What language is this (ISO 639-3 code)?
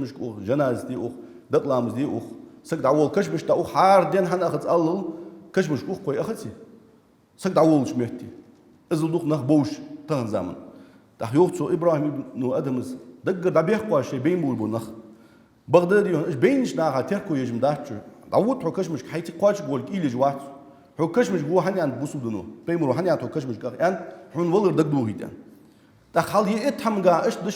inh